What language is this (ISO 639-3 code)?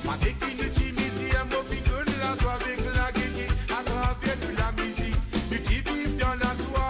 mfe